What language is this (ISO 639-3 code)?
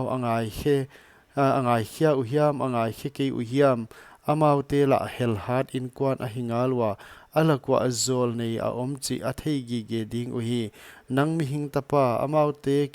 pck